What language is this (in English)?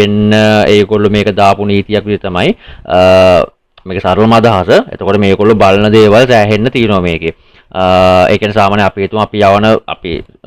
Sinhala